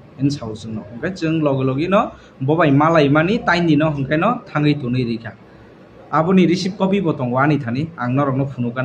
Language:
Kok Borok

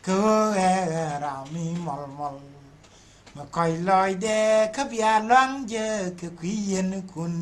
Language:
Nuer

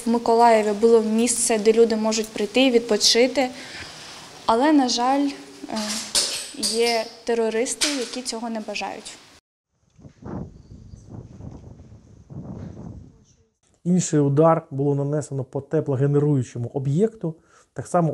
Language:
Ukrainian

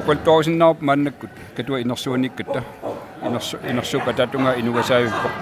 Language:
Kalaallisut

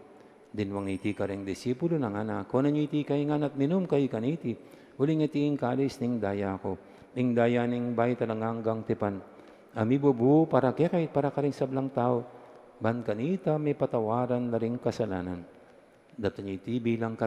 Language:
Pampanga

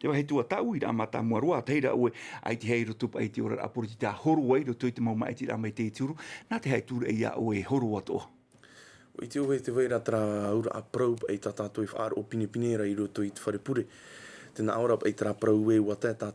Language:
Tahitian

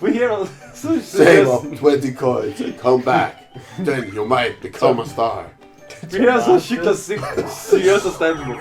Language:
Faroese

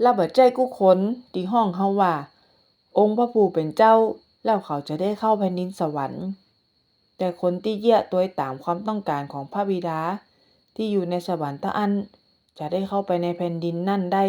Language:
Northern Thai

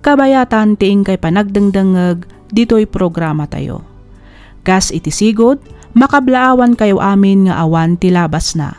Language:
Iloko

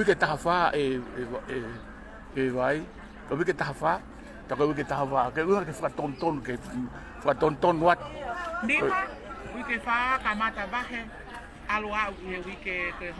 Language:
Tongan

